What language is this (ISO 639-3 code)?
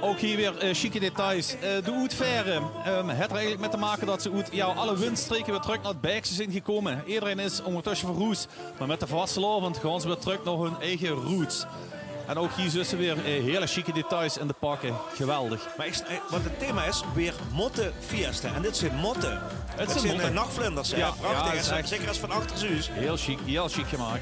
lim